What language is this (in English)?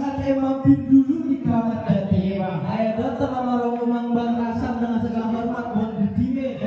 Betawi